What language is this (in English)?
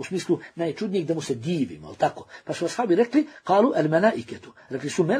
Bosnian